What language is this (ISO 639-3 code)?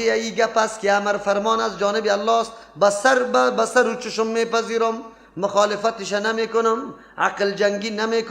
fas